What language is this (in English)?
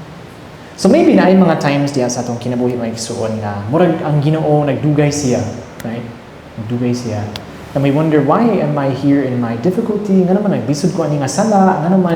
Cebuano